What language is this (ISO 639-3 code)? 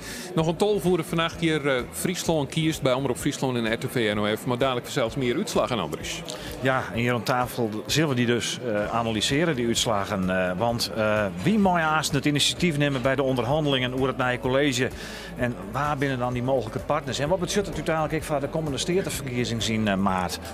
fry